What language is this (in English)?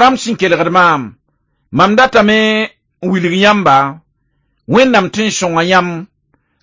Mossi